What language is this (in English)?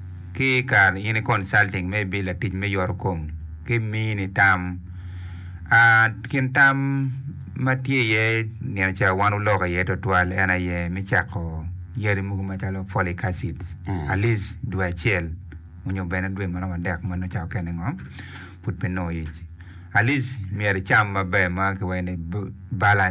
Acoli